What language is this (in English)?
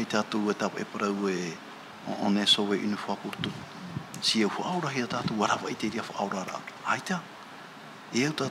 Tahitian